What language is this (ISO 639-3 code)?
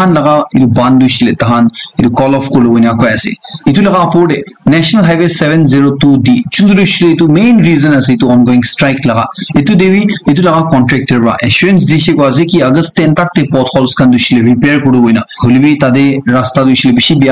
nag